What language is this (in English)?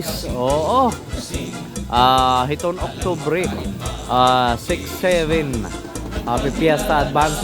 Waray